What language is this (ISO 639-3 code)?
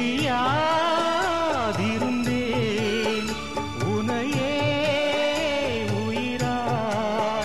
tam